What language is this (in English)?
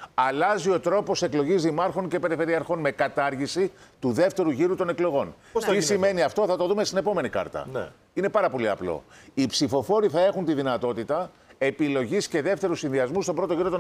Greek